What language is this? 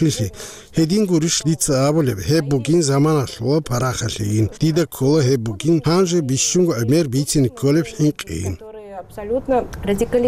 Avaric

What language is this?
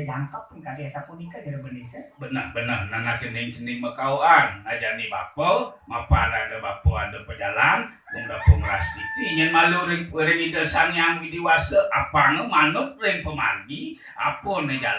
Balinese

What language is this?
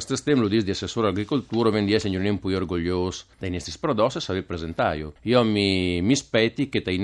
Friulian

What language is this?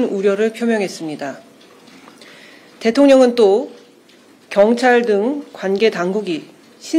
Korean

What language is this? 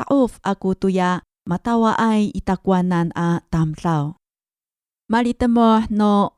Amis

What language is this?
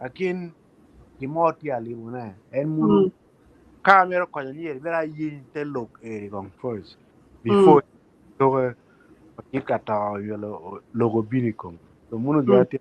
Acoli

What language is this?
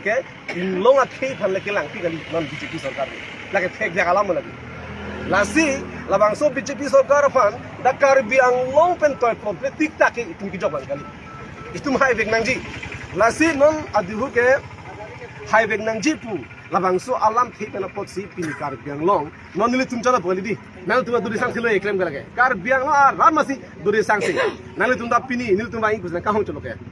Karbi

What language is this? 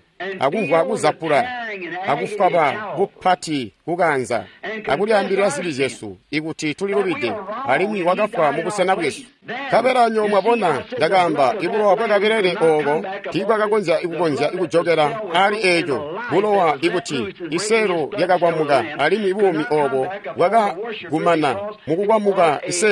Tonga (Zambia)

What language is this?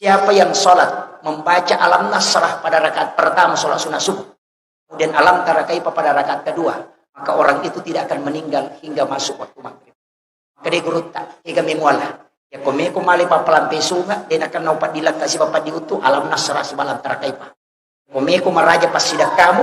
Buginese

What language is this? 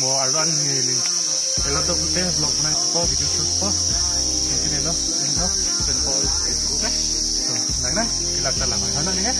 Karbi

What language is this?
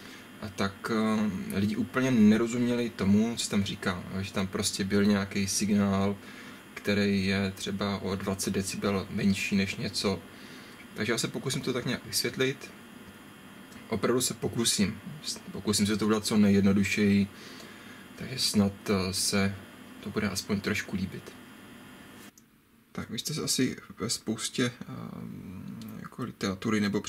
Czech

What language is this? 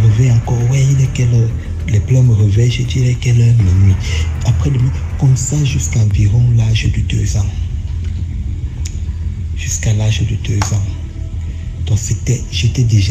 French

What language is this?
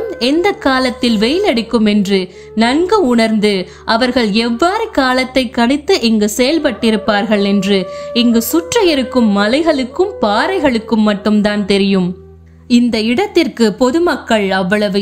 Tamil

